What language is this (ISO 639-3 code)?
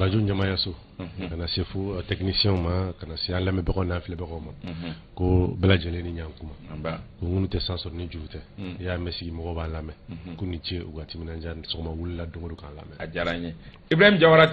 bam